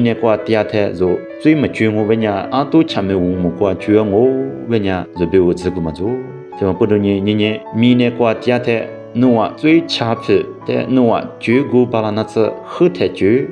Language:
Lisu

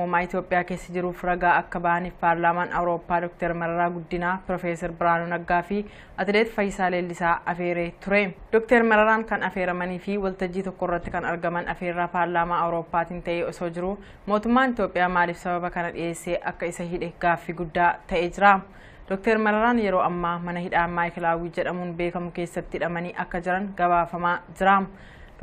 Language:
Oromo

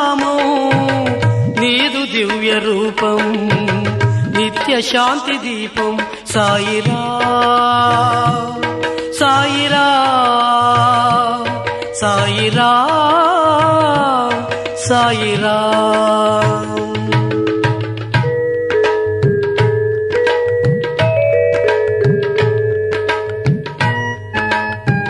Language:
Telugu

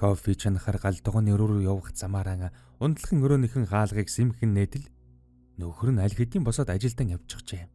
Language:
Mongolian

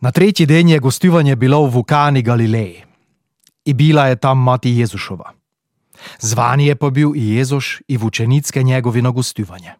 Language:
Slovenian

